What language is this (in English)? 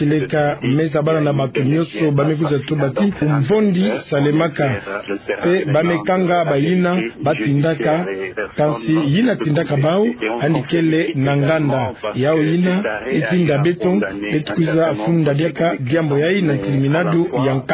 Kituba (Democratic Republic of Congo)